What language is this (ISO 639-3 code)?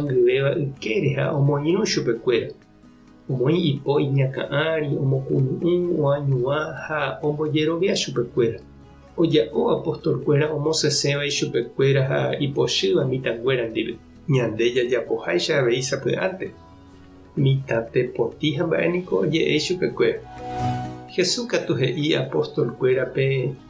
grn